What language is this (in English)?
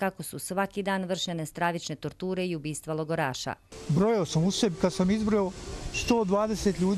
Bosnian